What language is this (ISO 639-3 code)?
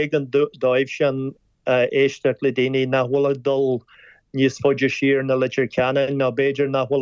gle